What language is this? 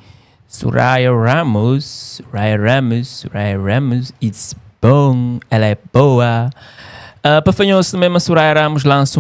Kabuverdianu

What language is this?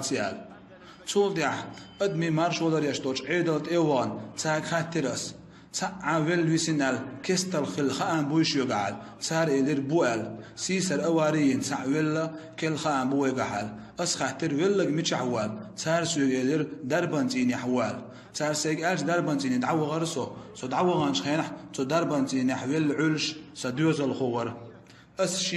Chechen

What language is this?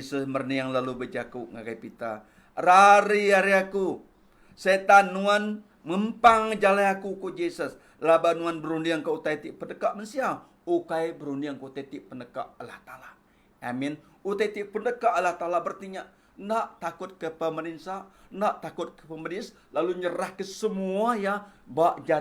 Iban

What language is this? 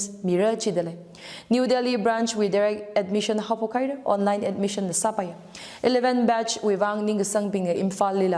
Tangkhul Naga (India)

